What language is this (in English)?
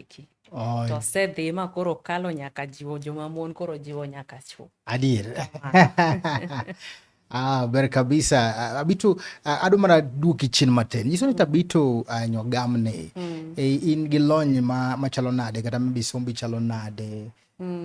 Luo (Kenya and Tanzania)